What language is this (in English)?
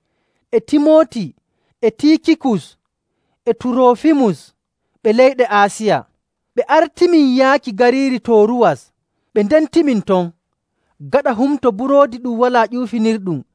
Nigerian Fulfulde